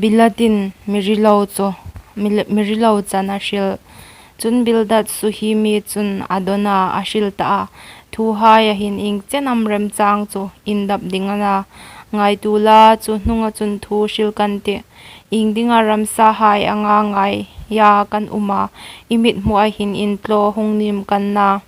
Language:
Hmar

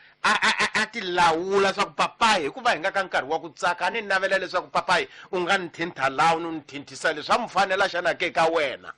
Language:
Tsonga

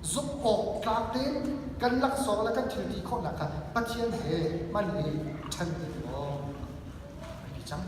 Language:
Hakha Chin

